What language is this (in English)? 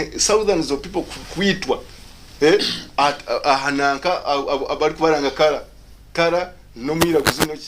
Nyankole